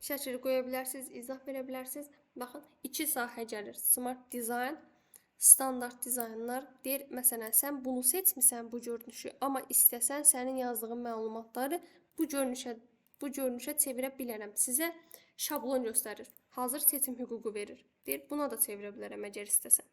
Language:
Azerbaijani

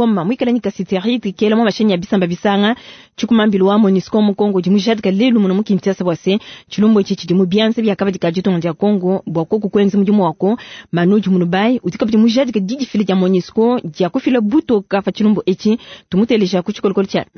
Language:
Luba-Lulua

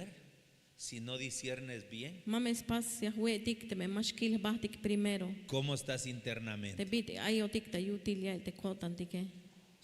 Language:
Tzeltal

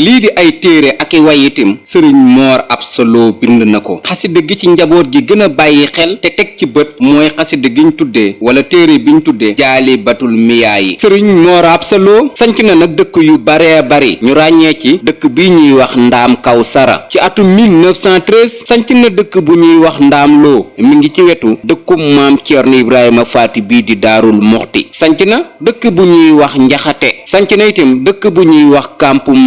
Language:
Wolof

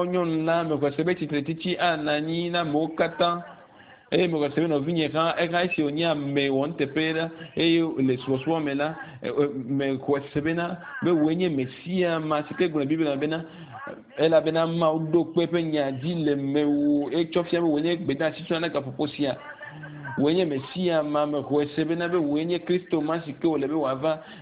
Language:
Ewe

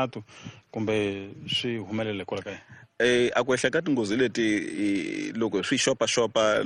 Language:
Tsonga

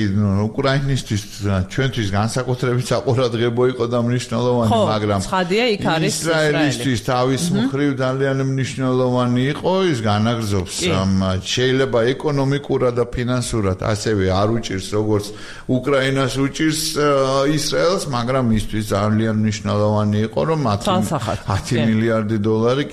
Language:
Georgian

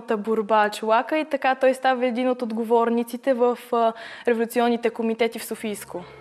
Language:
Bulgarian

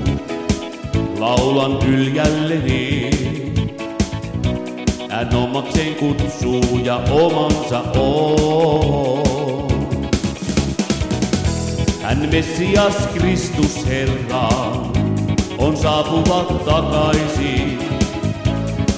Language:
Finnish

